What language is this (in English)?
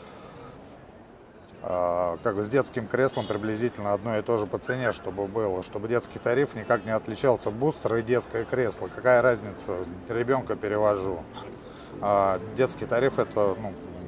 Russian